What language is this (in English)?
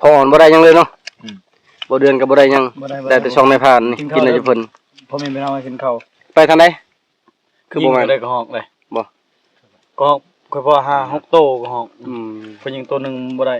Lao